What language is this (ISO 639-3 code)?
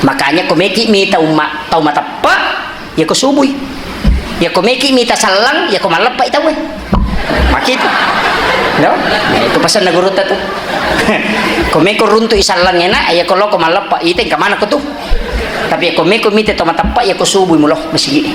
bug